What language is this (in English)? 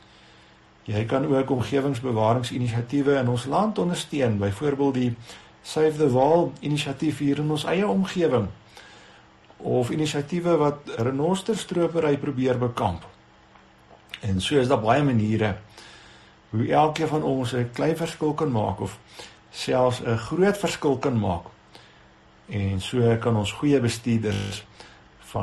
Afrikaans